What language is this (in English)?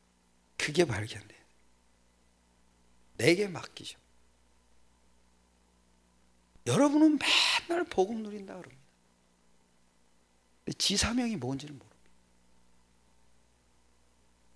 Korean